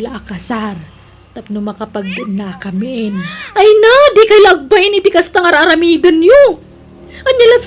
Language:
Iloko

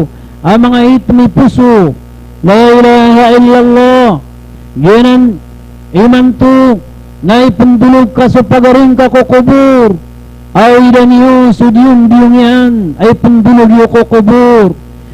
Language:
Maranao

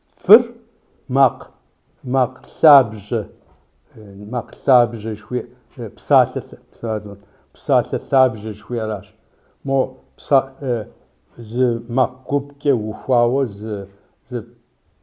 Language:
Kabardian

